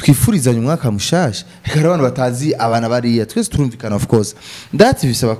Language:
Rundi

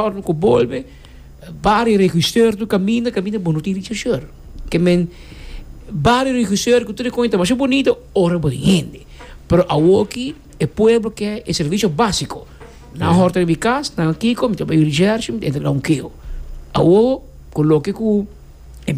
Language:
Papiamento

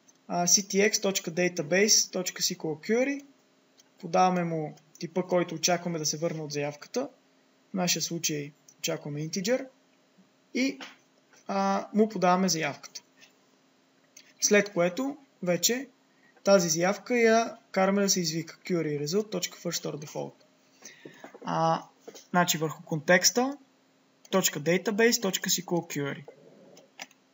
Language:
Bulgarian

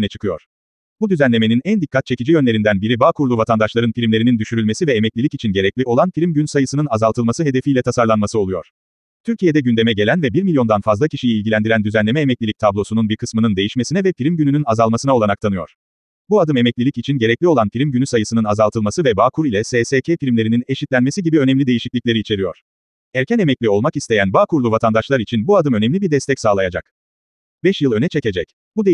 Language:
Turkish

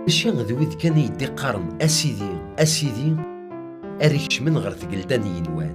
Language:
Kabyle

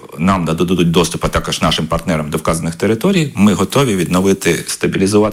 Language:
Ukrainian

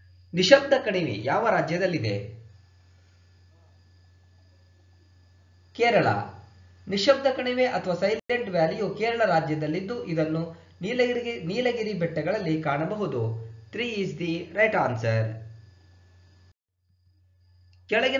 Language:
Kannada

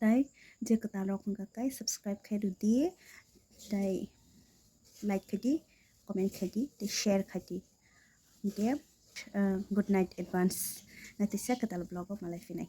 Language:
Kok Borok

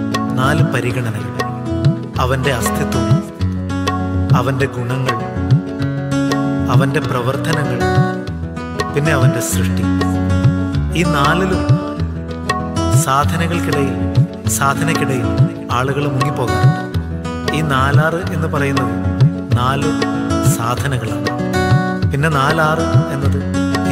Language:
Malayalam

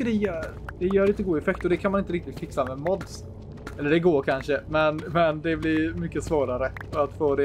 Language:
Swedish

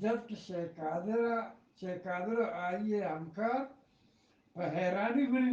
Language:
Eastern Balochi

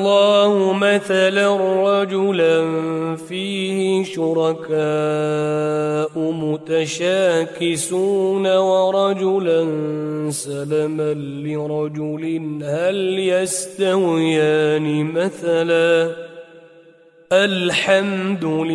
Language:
Arabic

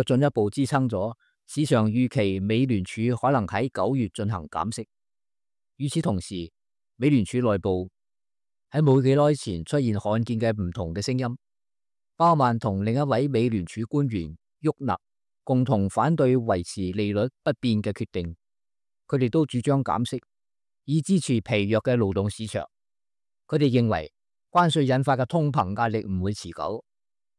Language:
Cantonese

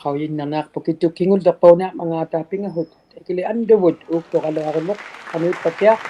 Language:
Inuktitut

